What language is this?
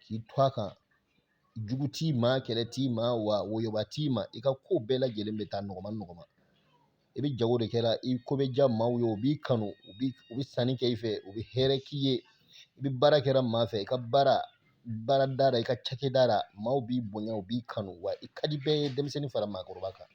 Bambara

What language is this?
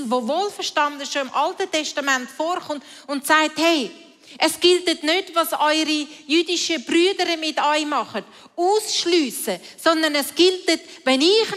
Swiss German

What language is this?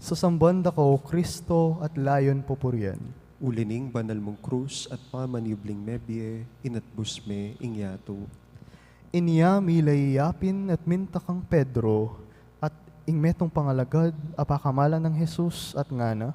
Pampanga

